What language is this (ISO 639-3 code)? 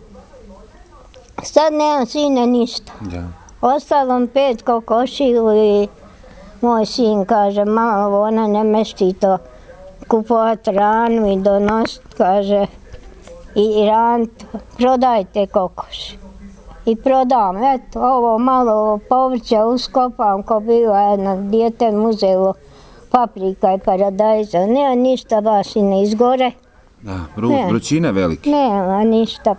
bos